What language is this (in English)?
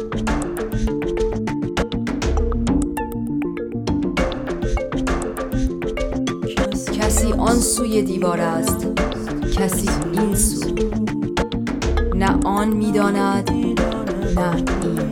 Persian